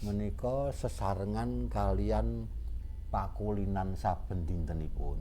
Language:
Javanese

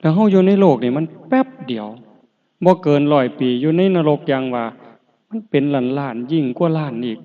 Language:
Northeastern Thai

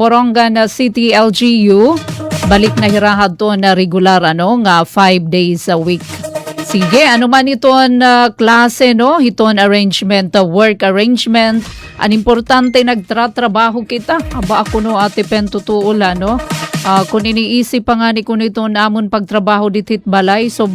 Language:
Waray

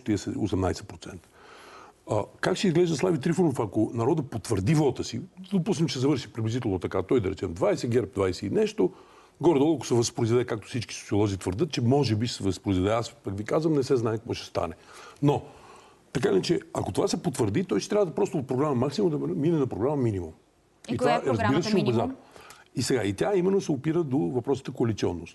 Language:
Bulgarian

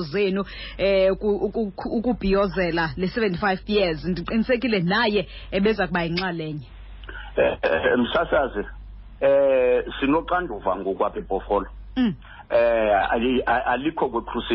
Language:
Xhosa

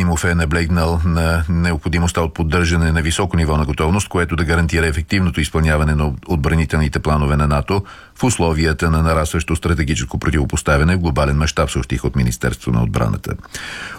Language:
Bulgarian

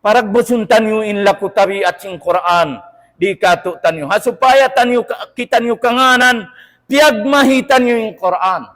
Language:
Tausug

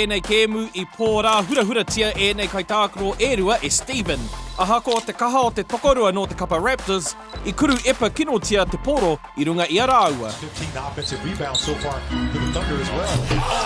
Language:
Māori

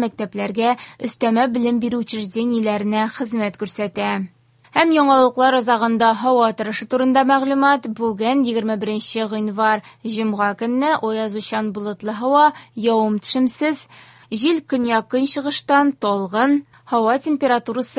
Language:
Tatar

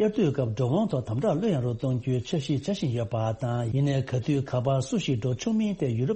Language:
Tibetan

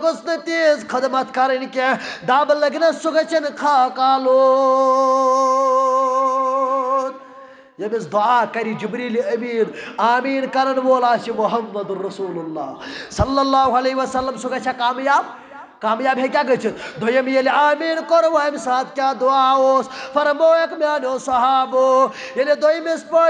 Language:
Kashmiri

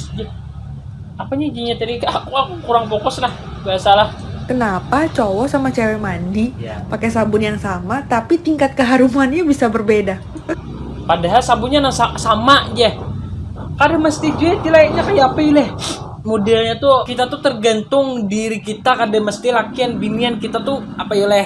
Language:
Banjar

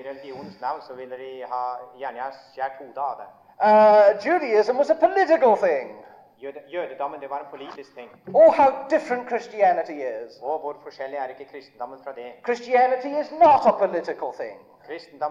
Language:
Norwegian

